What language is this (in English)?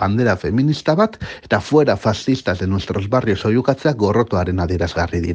Basque